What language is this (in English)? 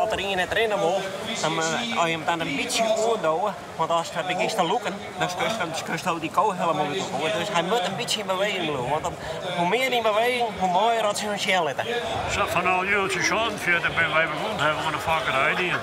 Western Frisian